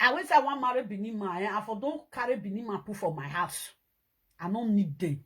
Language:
Nigerian Pidgin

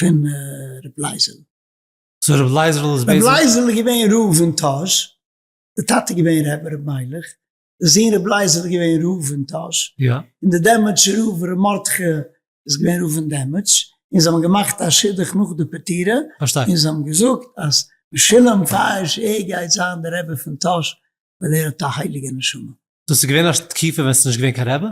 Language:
Yiddish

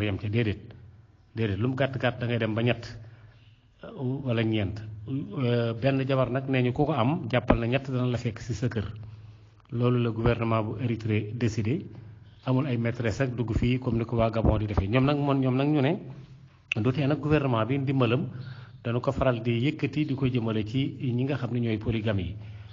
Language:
Wolof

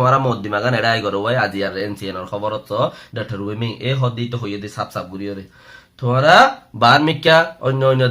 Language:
Rohingya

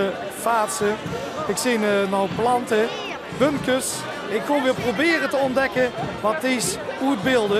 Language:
Limburgish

